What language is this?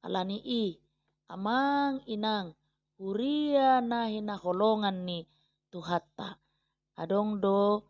Batak Toba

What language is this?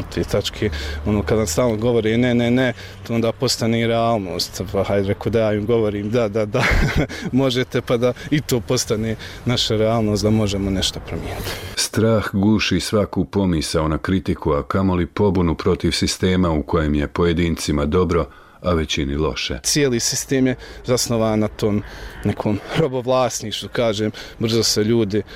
Bosnian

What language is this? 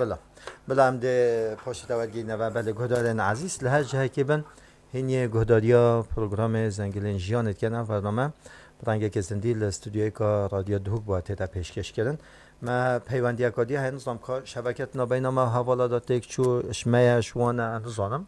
Kurdish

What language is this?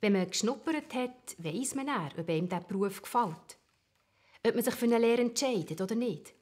Swiss German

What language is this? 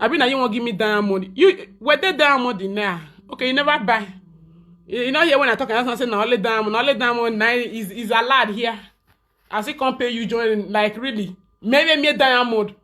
Nigerian Pidgin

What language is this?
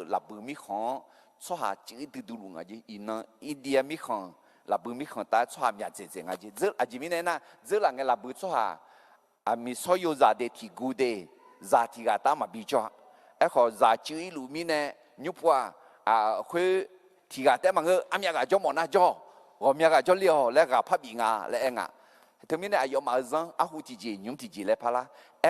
Akha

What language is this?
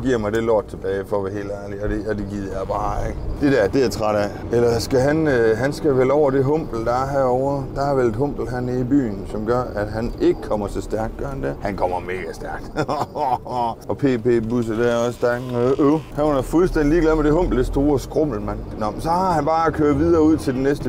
Danish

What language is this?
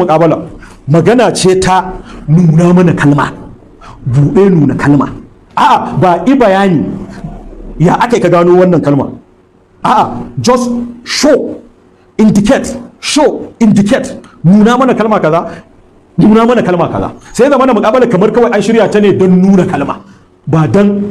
Hausa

